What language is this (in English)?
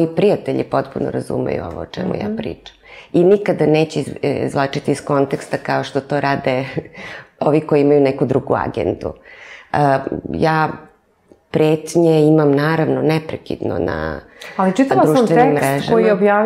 Serbian